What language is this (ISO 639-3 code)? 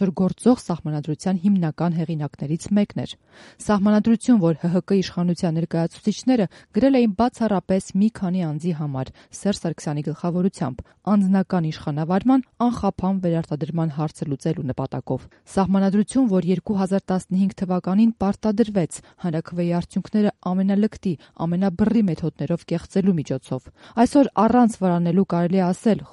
hye